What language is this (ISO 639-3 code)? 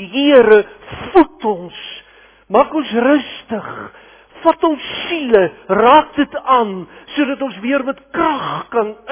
afr